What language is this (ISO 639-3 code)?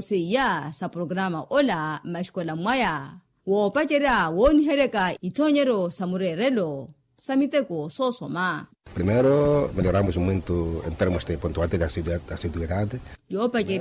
vmw